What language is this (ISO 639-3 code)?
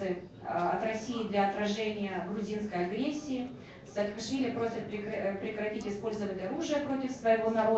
rus